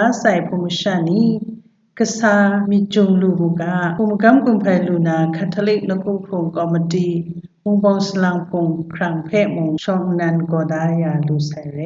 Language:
Kachin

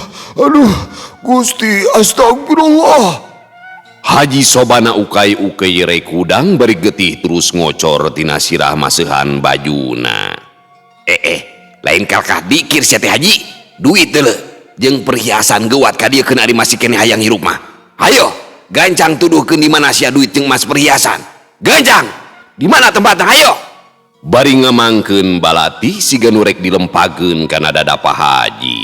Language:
Sundanese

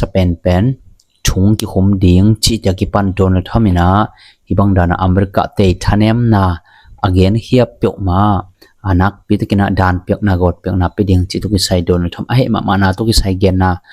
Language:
Tedim Chin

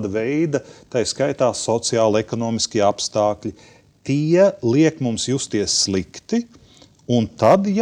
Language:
Latvian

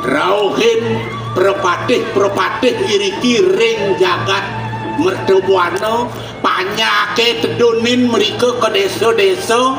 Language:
Balinese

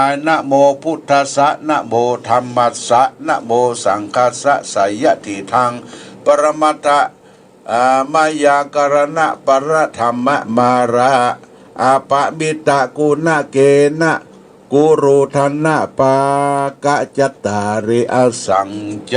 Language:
Pali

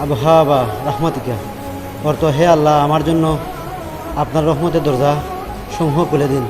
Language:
Sylheti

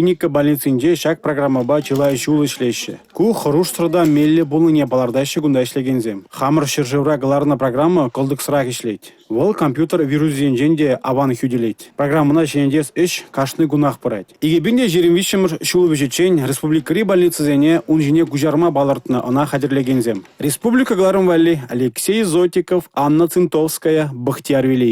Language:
Chuvash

